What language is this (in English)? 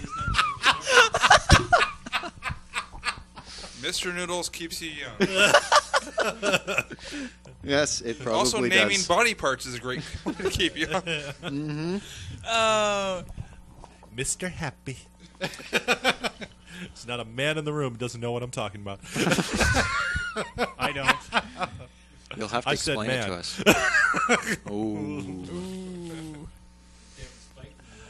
English